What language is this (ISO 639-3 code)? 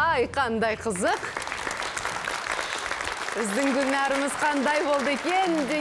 kaz